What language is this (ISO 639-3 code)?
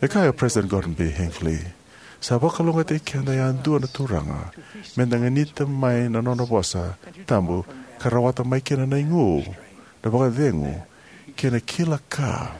fij